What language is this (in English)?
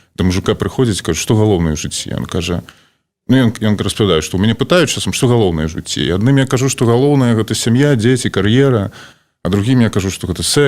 Belarusian